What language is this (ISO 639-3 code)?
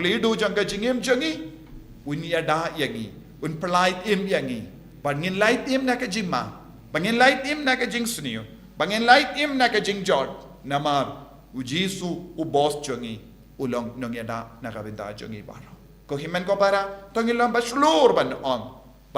kha